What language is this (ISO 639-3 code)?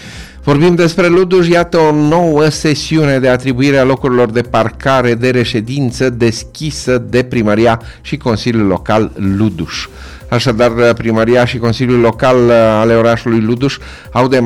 ron